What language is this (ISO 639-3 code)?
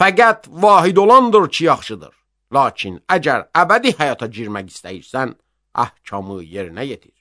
aze